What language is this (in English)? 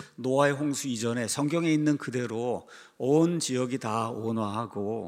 Korean